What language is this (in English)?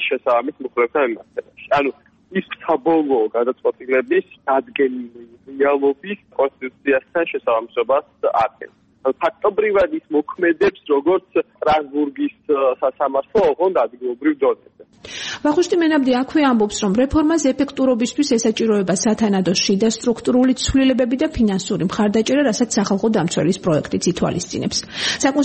Georgian